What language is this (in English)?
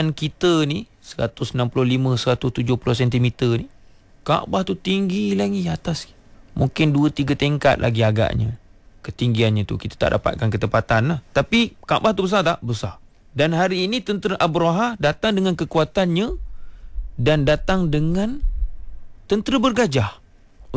Malay